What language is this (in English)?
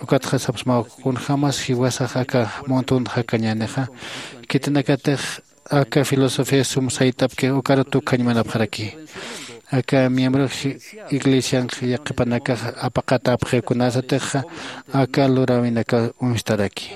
Aymara